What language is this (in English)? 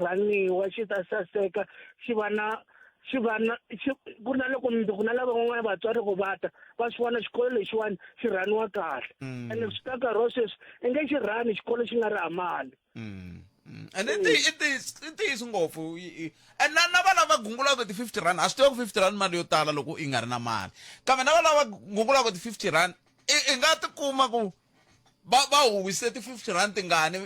Tsonga